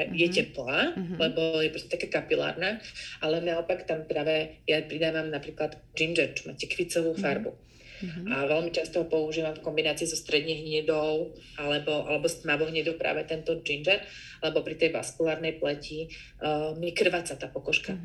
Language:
Slovak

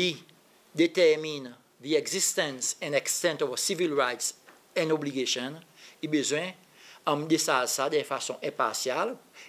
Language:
Seselwa Creole French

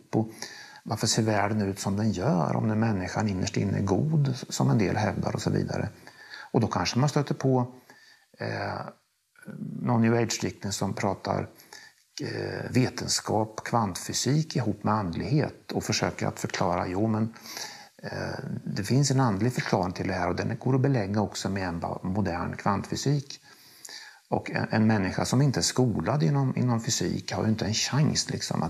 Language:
Swedish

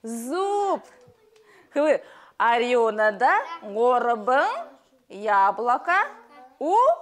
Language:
Buriat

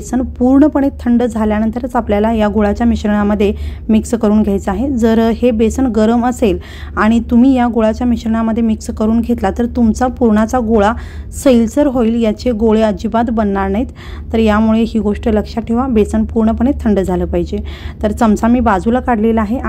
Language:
Marathi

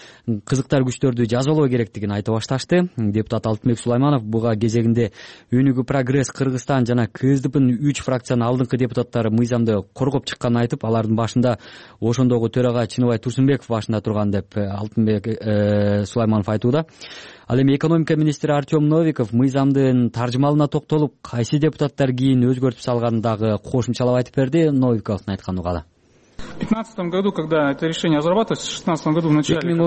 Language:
Kyrgyz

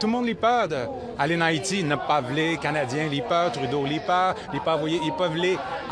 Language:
Haitian Creole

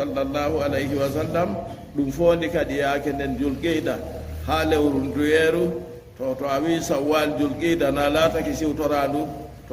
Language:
Fula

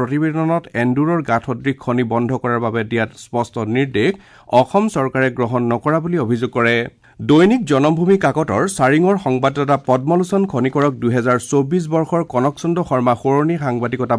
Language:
Assamese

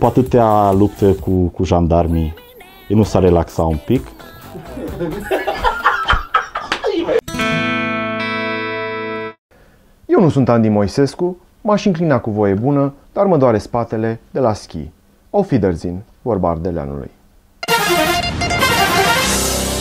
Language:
Romanian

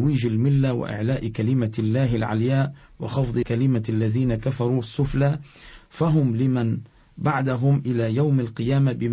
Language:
Arabic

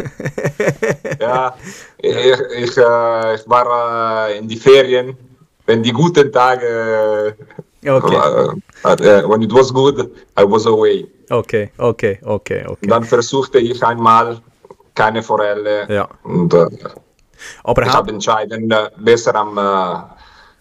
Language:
Swiss German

